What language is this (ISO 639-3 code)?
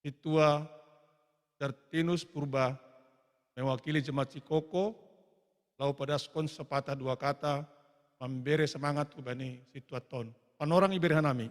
bts